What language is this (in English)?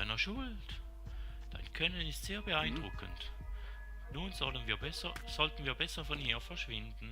Swiss German